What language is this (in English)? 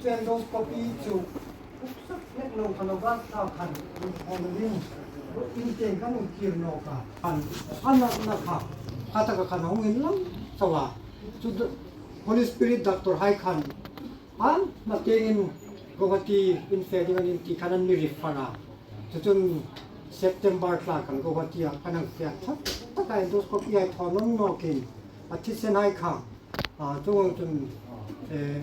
Hmar